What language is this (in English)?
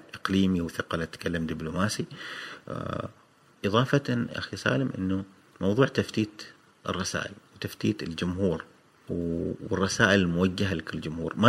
Gulf Arabic